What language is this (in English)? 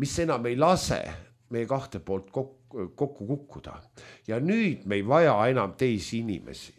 Estonian